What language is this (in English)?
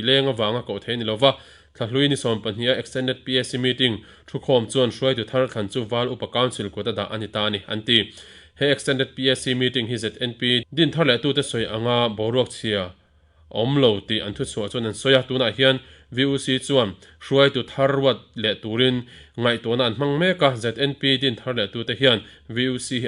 Mizo